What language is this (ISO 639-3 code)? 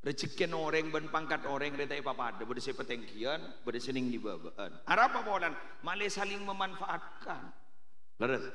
mad